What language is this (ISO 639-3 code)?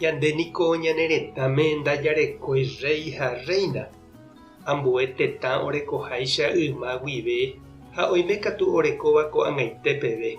grn